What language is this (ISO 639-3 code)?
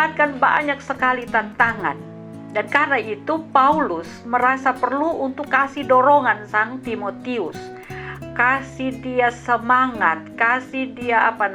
mkn